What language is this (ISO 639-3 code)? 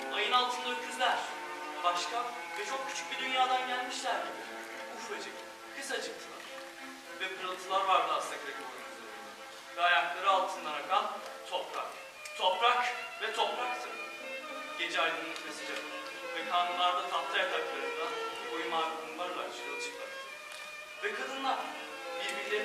tur